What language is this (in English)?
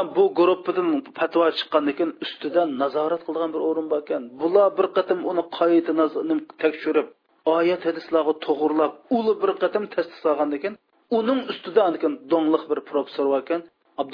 Uyghur